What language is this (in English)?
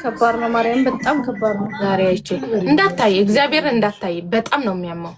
Amharic